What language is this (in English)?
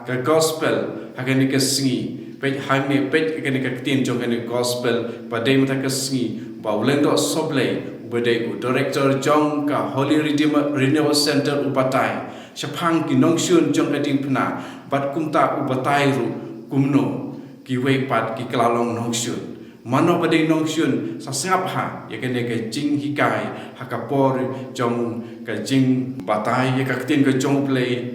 Khasi